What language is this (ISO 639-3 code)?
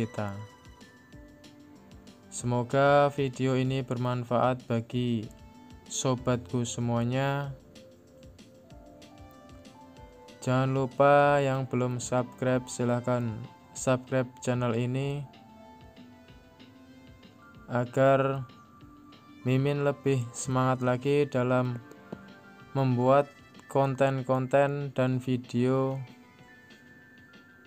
ind